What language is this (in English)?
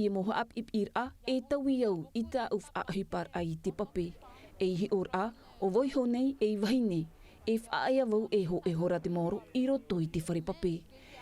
Tahitian